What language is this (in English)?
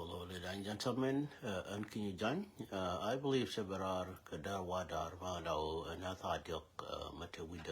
Nuer